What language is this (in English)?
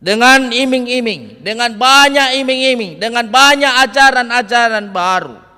Nias